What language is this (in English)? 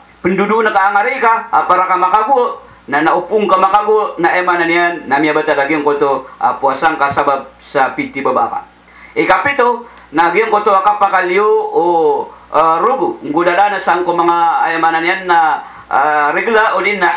Maranao